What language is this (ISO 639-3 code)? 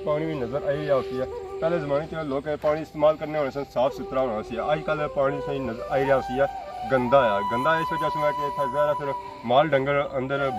phr